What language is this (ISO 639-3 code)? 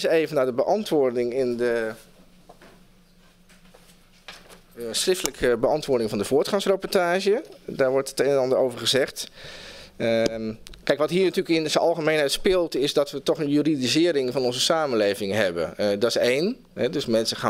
nld